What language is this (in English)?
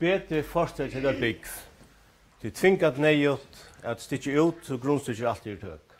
Faroese